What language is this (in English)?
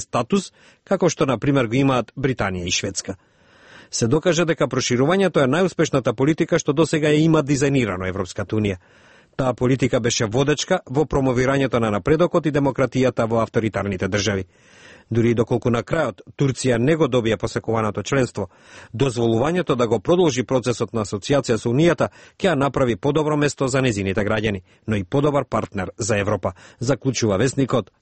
Macedonian